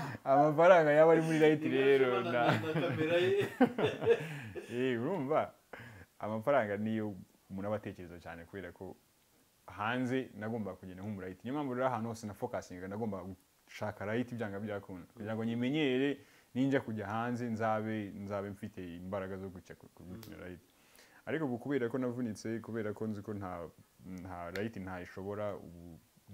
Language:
Kinyarwanda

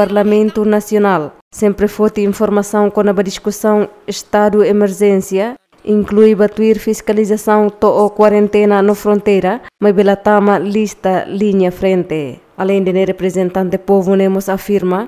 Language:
Tetum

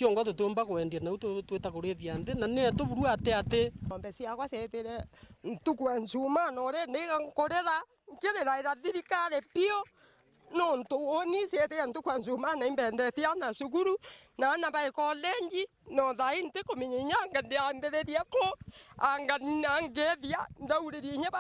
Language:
Meru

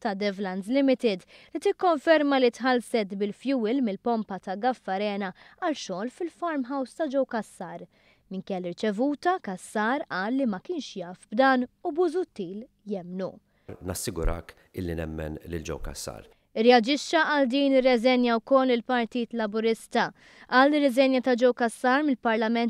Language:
Maltese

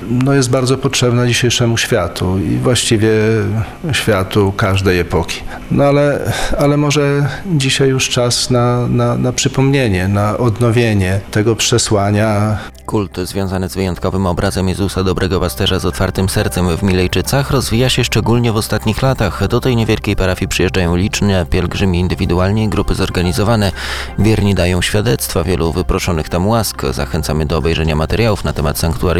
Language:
Polish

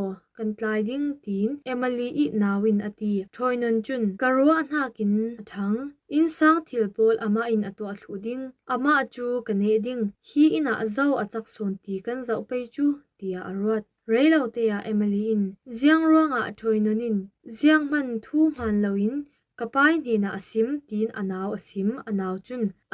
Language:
Falam Chin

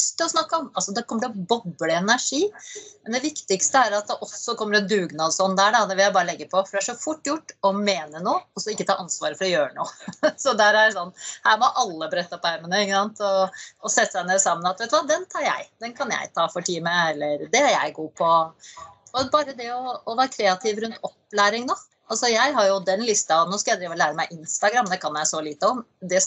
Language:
Norwegian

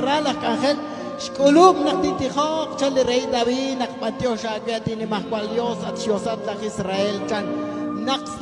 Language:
Kekchí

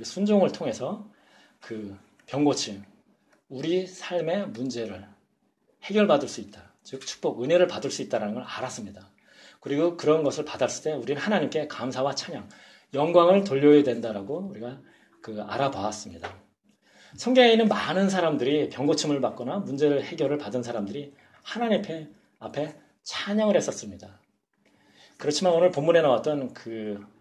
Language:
Korean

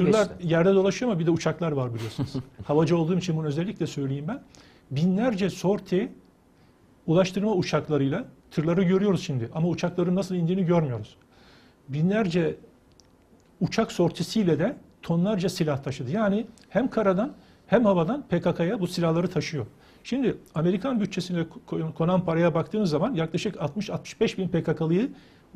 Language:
Turkish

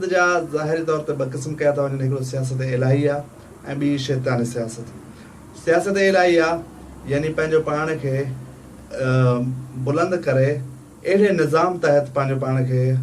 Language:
Sindhi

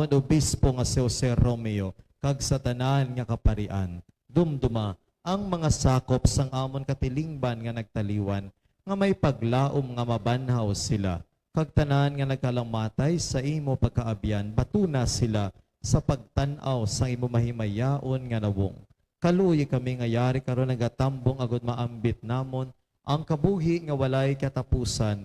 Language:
Hiligaynon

